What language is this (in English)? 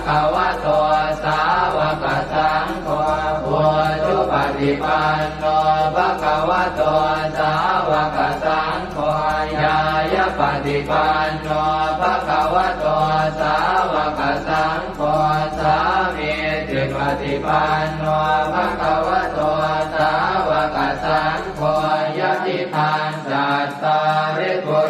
Pali